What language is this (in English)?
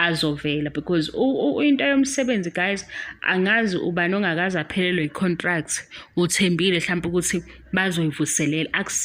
Zulu